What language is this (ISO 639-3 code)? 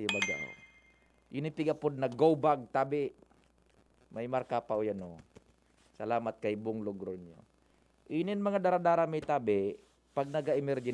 bik